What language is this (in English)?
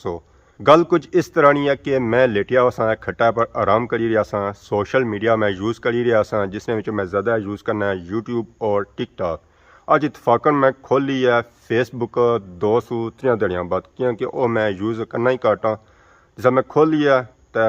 Pahari-Potwari